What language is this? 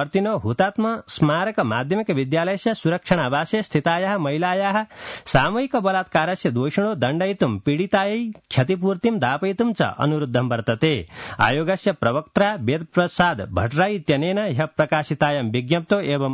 Sanskrit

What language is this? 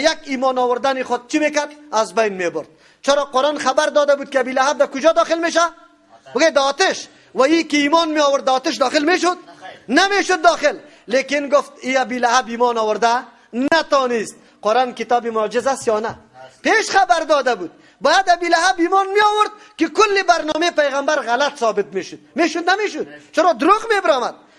Persian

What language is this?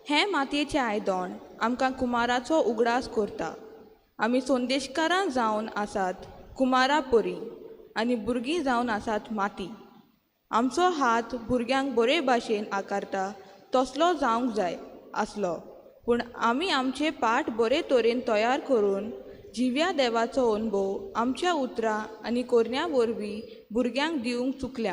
Konkani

